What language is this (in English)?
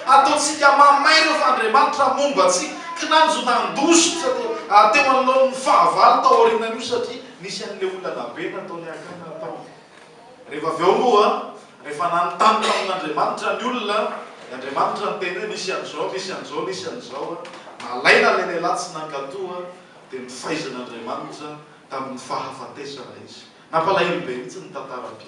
Malagasy